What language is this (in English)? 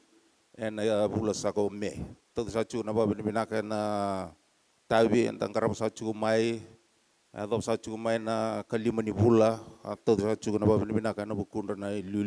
Fijian